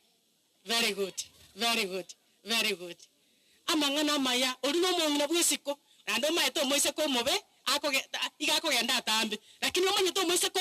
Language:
Gusii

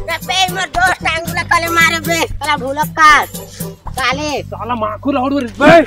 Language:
Chhattisgarhi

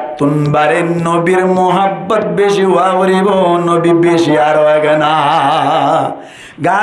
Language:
Rohingya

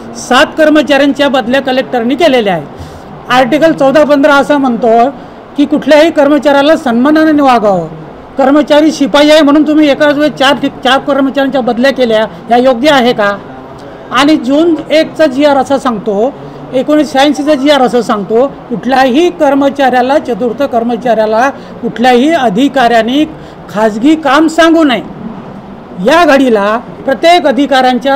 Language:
Marathi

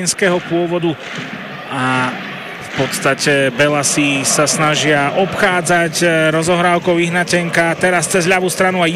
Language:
Slovak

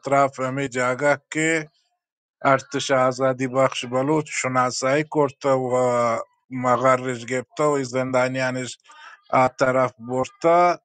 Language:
Baluchi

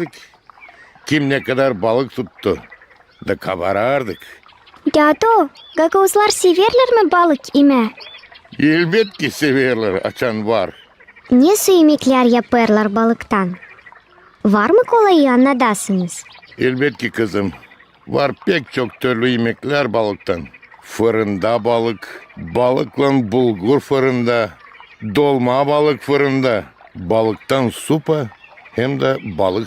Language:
Gagauz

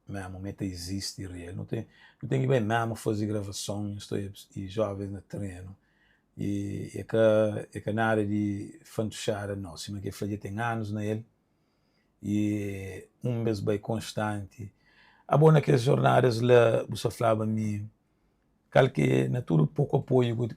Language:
Kabuverdianu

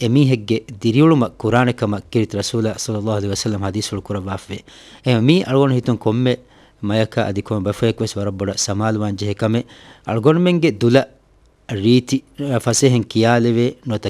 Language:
Divehi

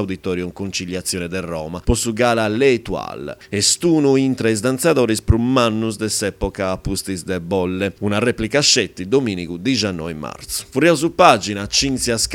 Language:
Sardinian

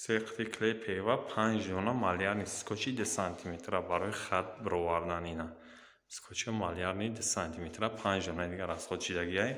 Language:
Tajik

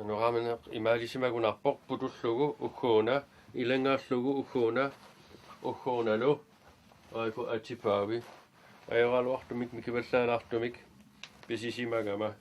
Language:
Kalaallisut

